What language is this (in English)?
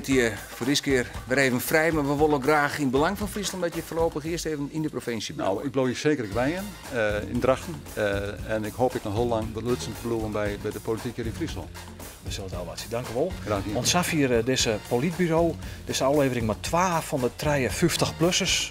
Western Frisian